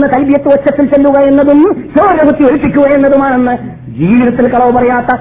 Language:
Malayalam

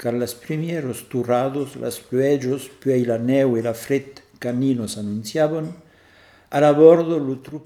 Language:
Occitan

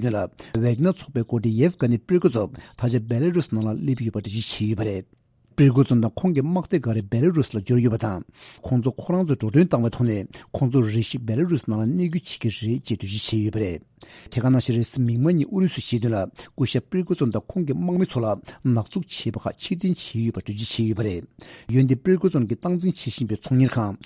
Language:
Tibetan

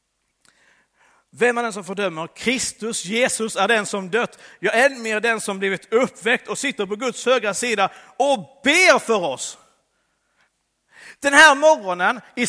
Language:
Swedish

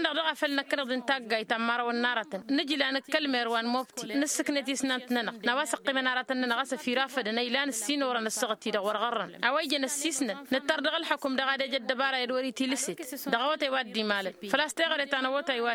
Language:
Tamasheq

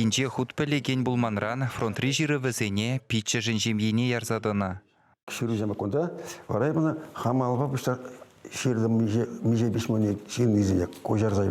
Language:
Chuvash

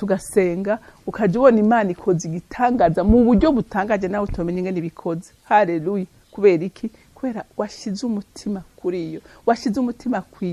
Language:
Rundi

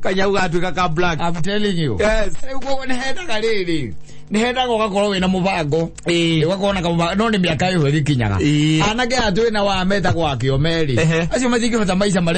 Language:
Kikuyu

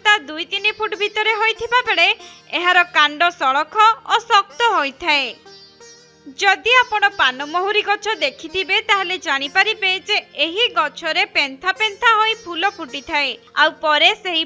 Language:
Odia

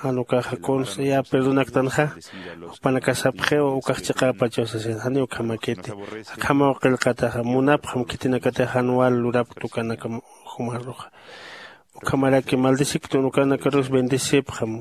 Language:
Aymara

